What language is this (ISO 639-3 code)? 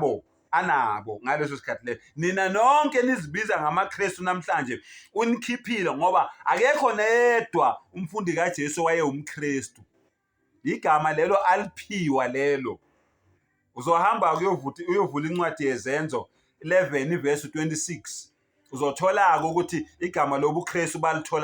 zul